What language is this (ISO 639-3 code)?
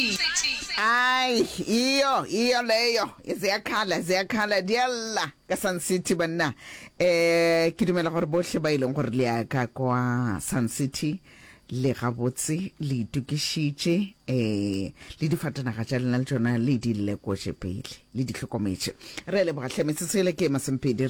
nso